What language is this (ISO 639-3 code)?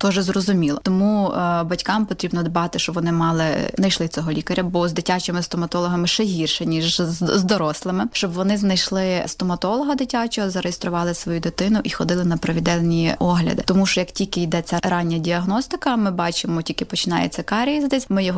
ukr